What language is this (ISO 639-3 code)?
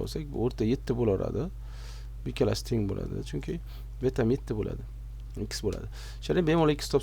uzb